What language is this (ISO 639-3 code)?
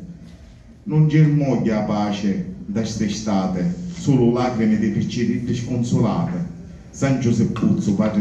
scn